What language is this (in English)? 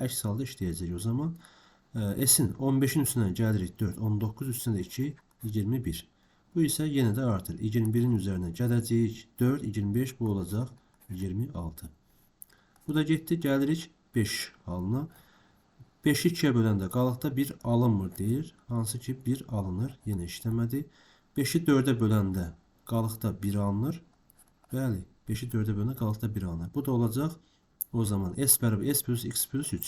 Azerbaijani